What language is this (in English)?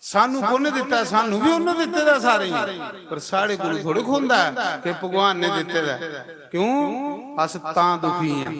Dogri